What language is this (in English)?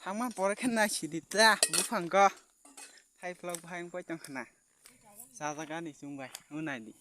Kok Borok